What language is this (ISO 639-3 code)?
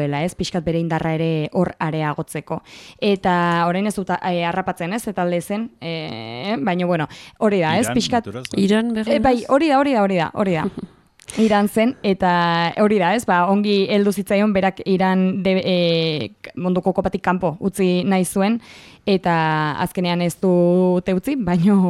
eus